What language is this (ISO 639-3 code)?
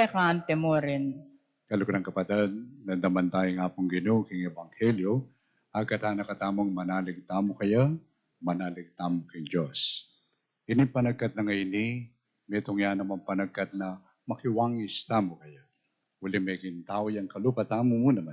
pam